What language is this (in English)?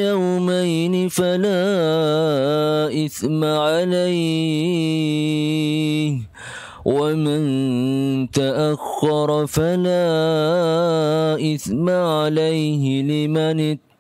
Arabic